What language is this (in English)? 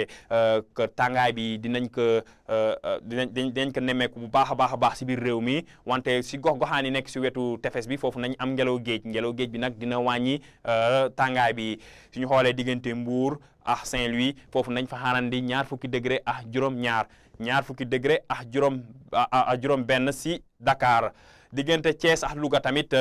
Wolof